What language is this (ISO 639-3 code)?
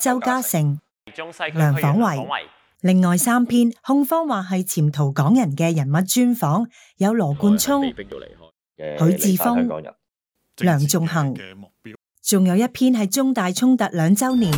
yue